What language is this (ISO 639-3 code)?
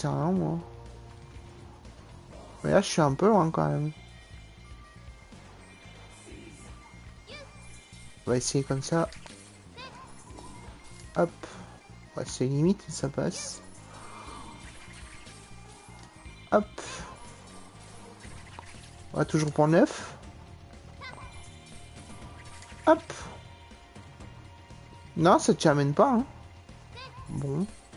fra